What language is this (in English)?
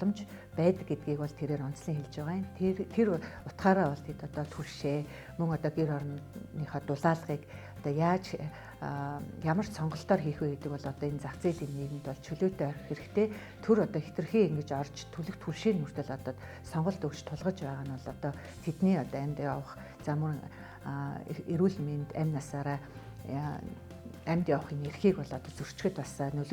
Mongolian